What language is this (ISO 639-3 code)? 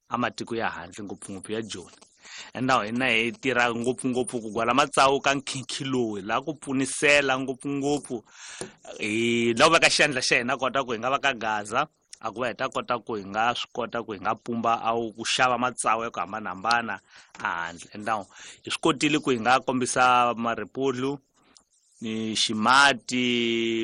tso